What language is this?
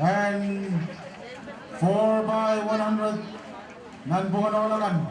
Pohnpeian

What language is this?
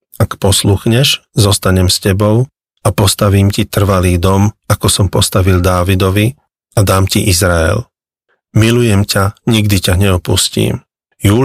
Slovak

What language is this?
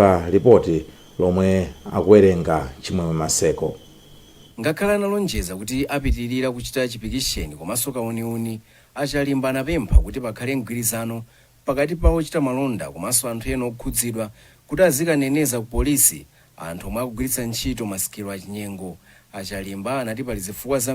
Nyanja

